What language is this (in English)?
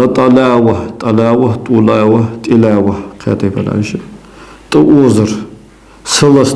Ingush